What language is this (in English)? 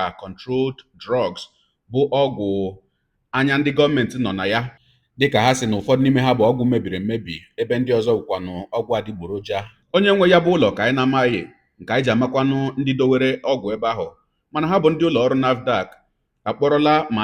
Igbo